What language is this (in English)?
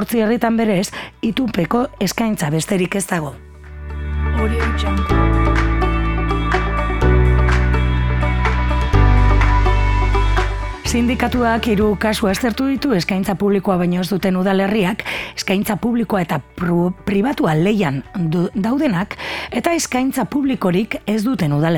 Basque